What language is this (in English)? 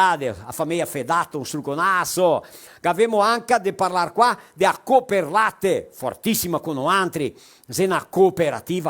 Venetian